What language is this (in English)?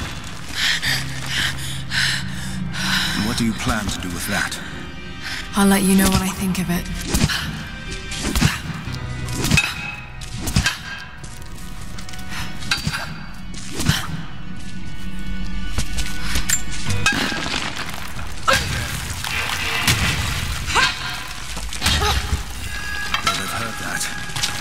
English